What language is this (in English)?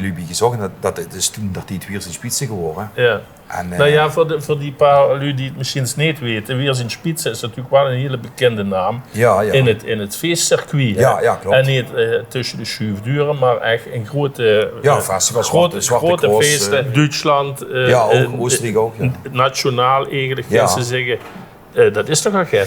Limburgish